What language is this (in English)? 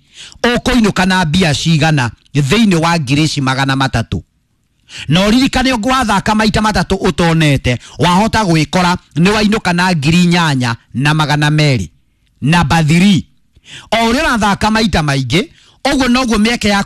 Kikuyu